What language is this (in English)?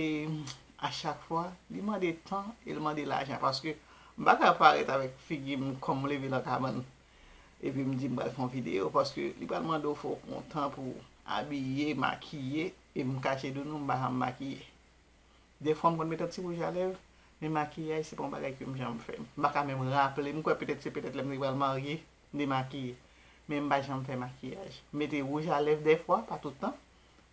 Haitian Creole